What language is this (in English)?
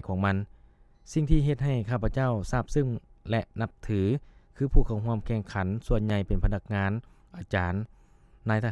Lao